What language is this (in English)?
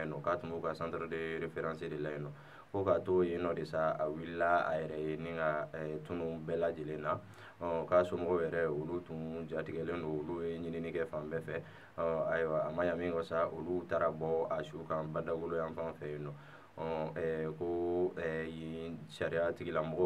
Bambara